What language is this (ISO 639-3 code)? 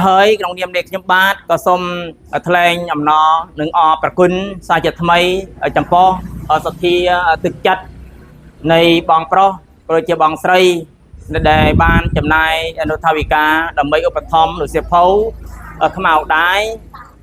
khm